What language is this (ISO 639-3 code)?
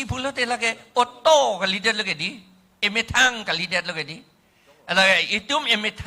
mjw